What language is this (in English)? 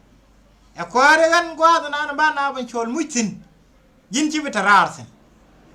Nuer